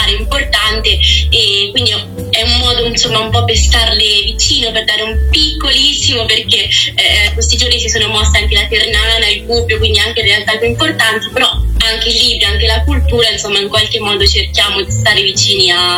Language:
Italian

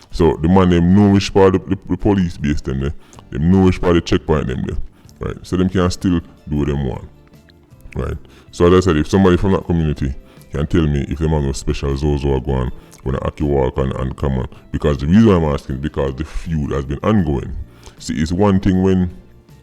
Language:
Jamaican Creole English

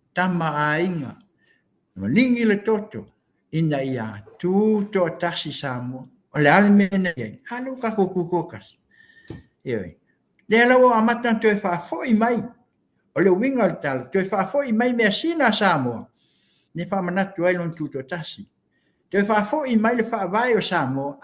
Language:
Samoan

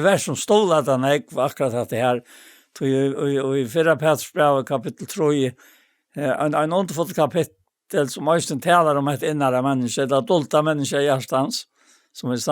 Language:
Faroese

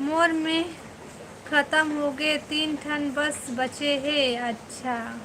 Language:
Chhattisgarhi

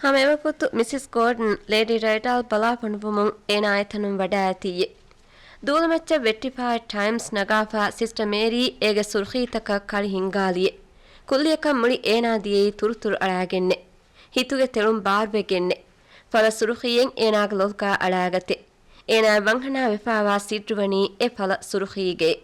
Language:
Divehi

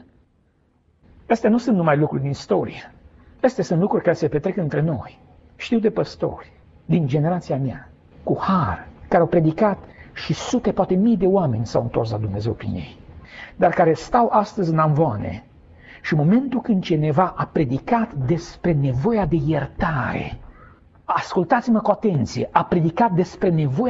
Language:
Romanian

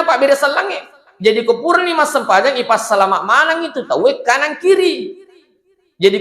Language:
Buginese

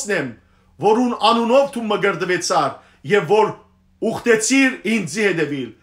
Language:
Western Armenian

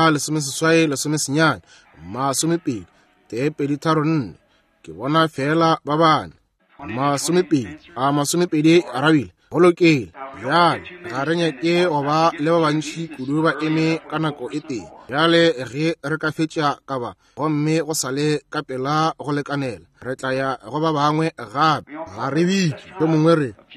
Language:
Northern Sotho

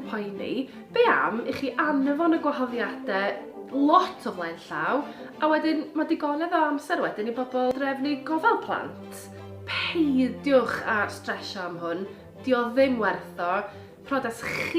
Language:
Welsh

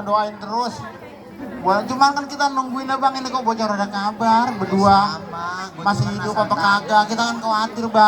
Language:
Betawi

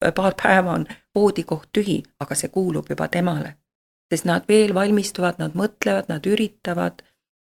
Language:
Estonian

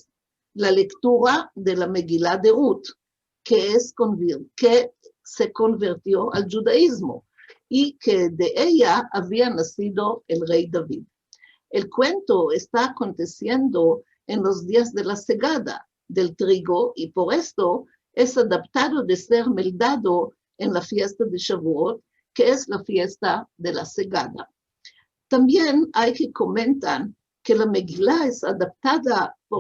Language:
Ladino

